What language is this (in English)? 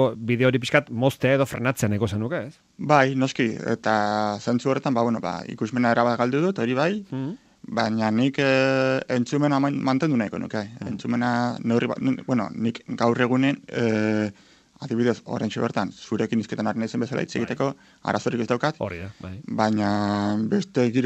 Basque